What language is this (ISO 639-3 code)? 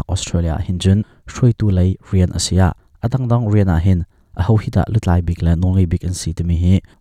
cnh